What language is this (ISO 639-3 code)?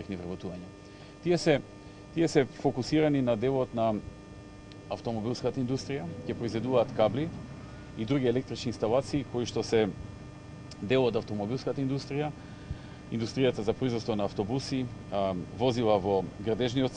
mkd